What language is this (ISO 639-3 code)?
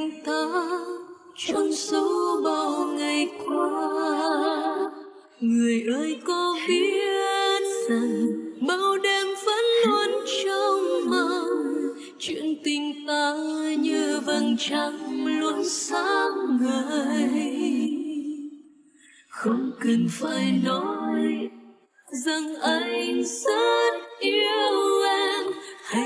vie